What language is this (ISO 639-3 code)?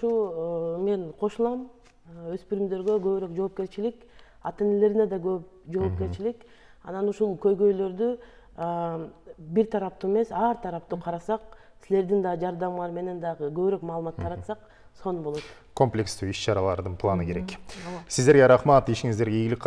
kir